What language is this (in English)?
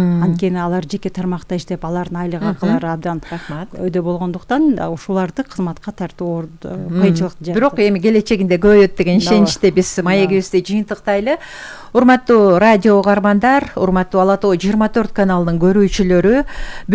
Kyrgyz